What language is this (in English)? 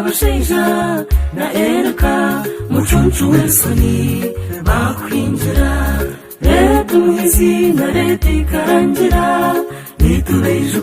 Nyankole